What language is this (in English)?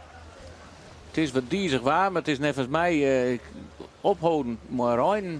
Western Frisian